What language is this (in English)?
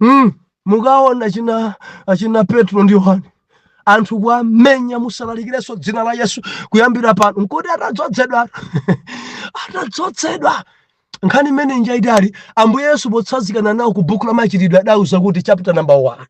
Nyanja